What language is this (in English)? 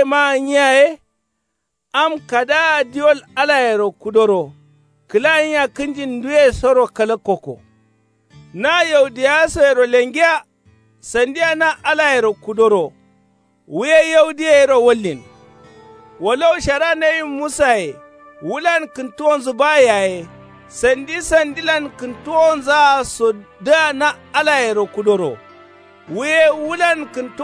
Kanuri